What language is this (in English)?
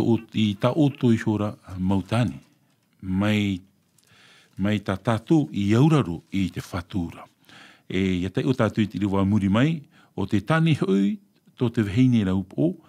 Tahitian